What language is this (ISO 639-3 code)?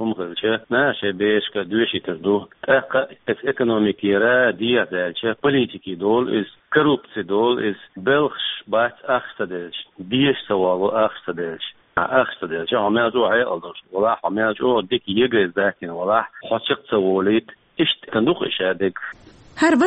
che